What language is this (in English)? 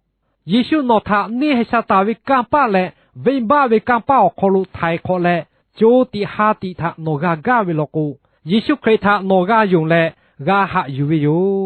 Lahu